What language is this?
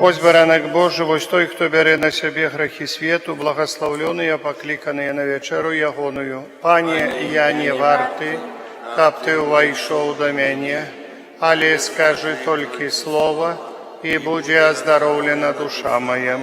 Belarusian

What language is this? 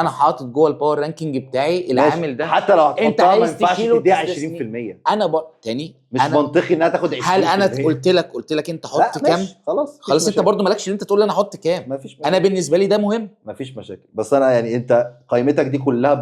Egyptian Arabic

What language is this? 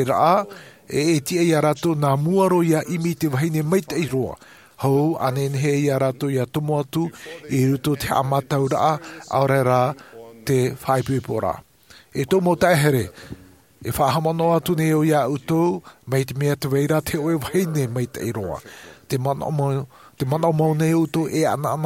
Tahitian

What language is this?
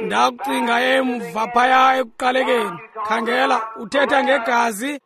Xhosa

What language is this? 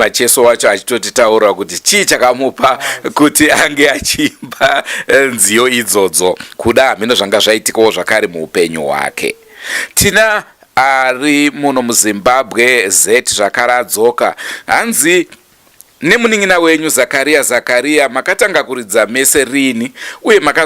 Shona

